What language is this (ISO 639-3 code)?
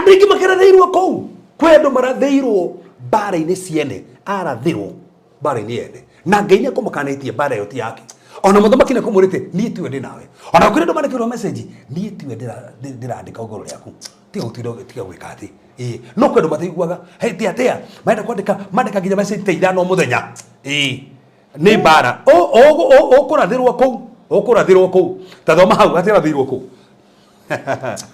kik